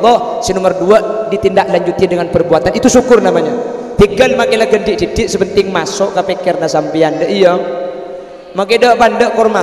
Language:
Madurese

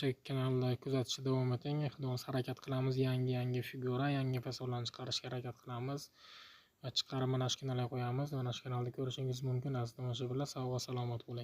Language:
Uzbek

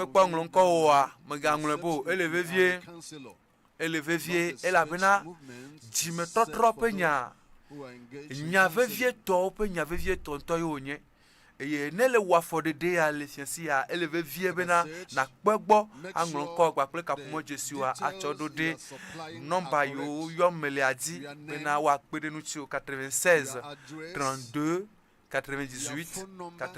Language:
Ewe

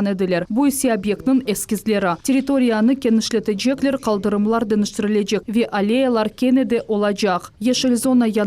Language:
Crimean Tatar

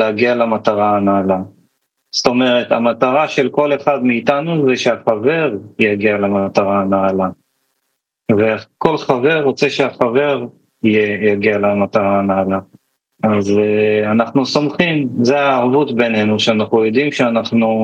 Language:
Hebrew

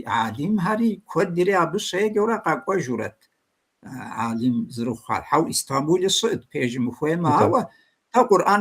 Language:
Kabardian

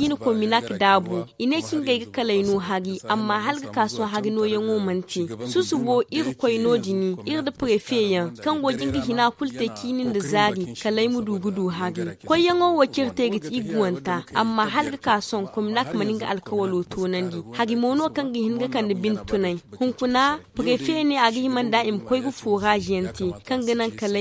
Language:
Zarma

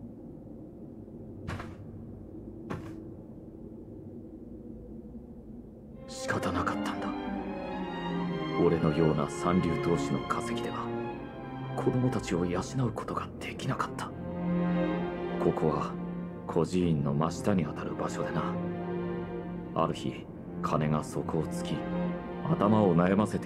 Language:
Japanese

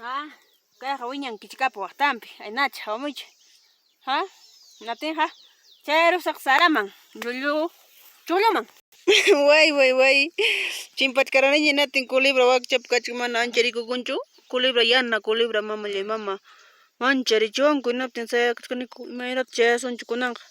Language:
Ayacucho Quechua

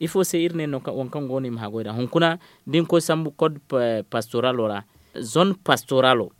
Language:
Zarma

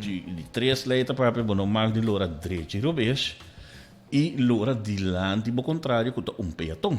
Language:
Papiamento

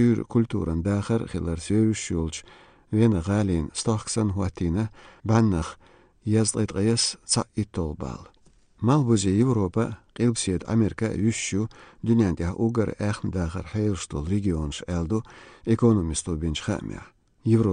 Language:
Chechen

